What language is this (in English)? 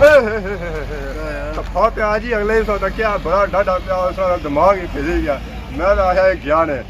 Pahari-Potwari